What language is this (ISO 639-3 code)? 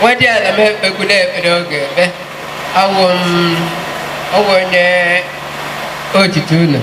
ibo